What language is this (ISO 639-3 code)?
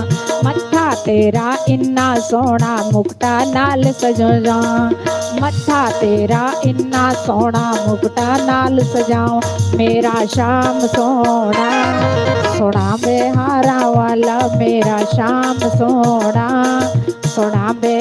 doi